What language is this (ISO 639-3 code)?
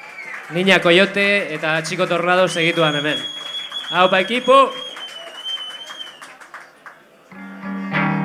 eus